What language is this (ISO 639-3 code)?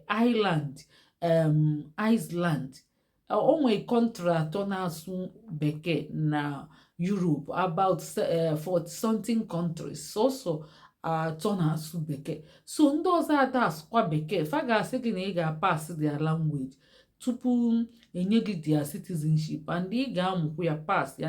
ibo